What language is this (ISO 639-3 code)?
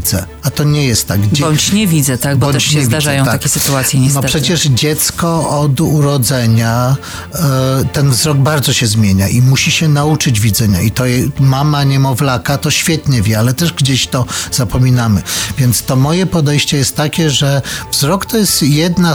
pol